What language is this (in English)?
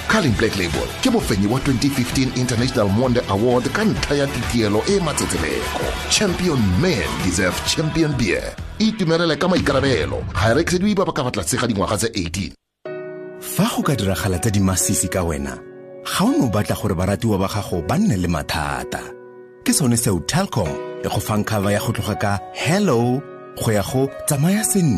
Tswana